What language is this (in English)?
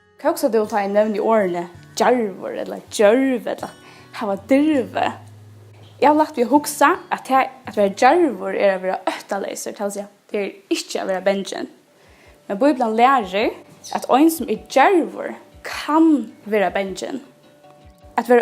Faroese